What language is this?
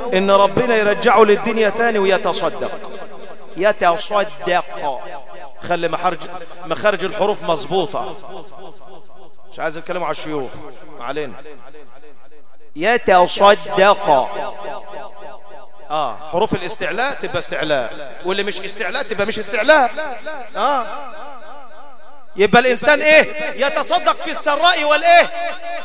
Egyptian Arabic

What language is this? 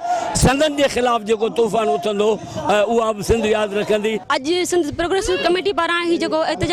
Sindhi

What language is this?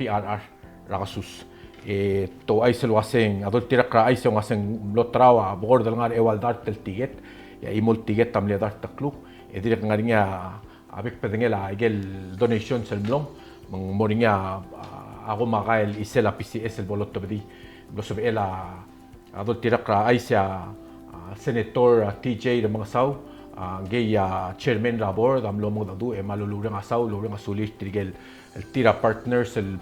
Palauan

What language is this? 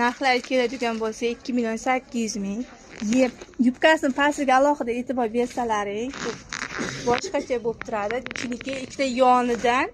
Uzbek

